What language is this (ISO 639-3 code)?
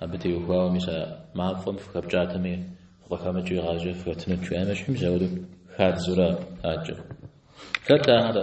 kbd